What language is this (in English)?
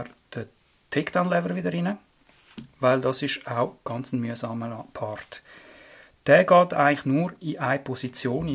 Swiss German